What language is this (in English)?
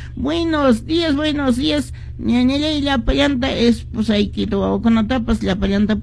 Quechua